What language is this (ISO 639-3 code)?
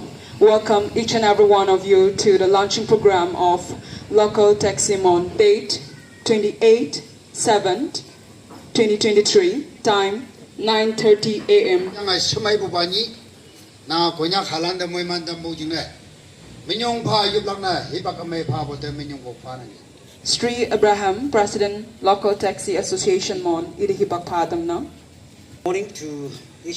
nag